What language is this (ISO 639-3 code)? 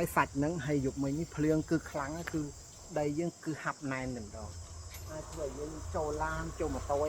khm